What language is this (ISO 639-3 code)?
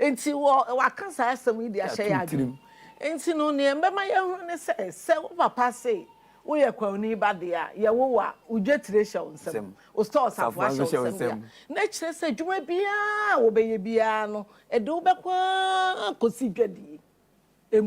aka